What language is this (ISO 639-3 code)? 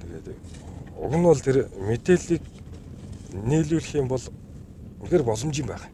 mon